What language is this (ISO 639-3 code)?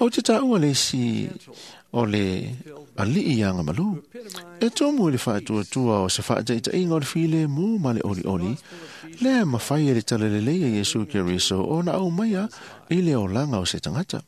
smo